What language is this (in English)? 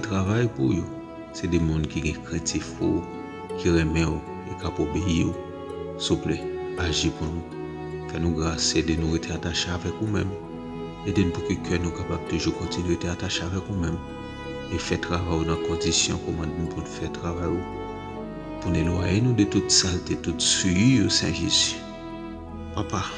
Haitian Creole